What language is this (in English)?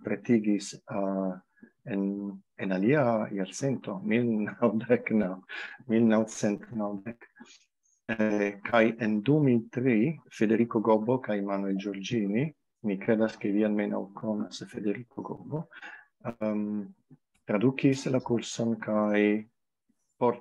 Esperanto